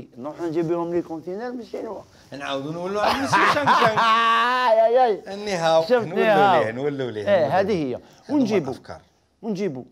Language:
Algerian Arabic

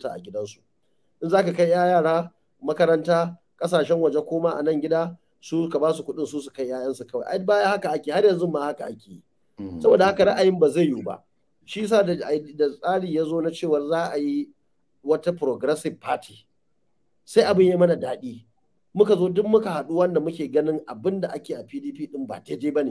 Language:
Hausa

